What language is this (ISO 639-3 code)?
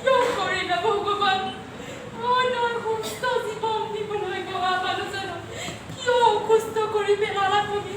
asm